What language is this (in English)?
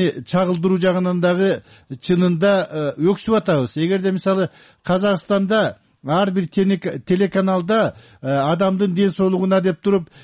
Kyrgyz